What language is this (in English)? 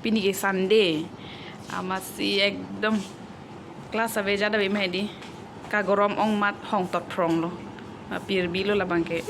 Karbi